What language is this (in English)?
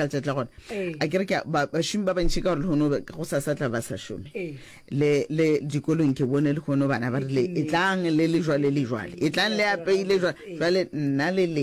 Northern Sotho